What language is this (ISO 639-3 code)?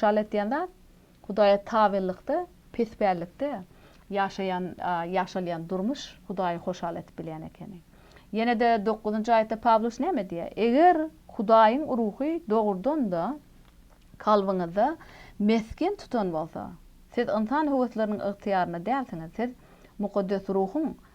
tuk